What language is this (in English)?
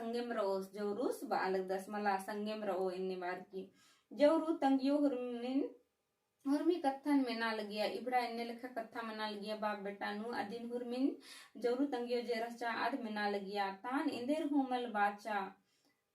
Kurukh